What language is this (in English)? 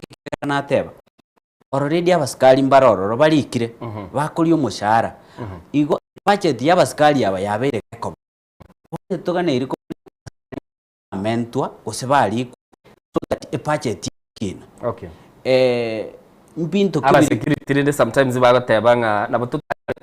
Gusii